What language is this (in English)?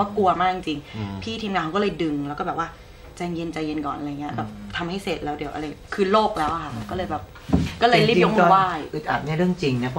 Thai